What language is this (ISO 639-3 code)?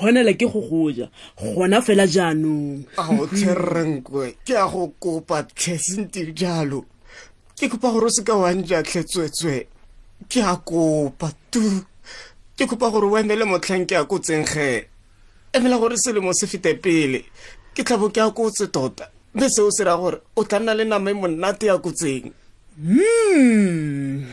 tsn